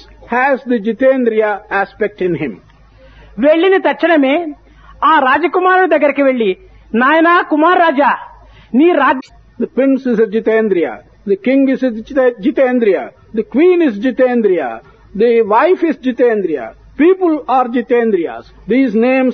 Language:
Telugu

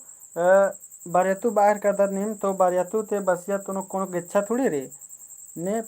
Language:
Kurukh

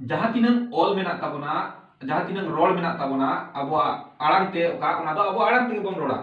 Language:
Santali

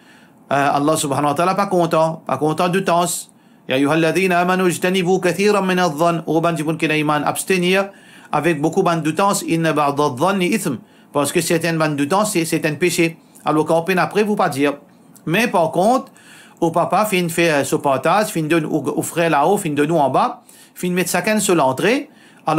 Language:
Morisyen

